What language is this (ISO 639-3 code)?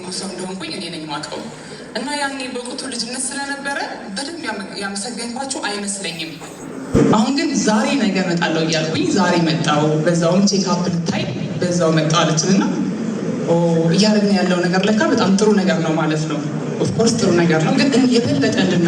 amh